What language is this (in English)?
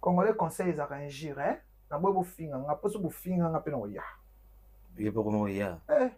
Lingala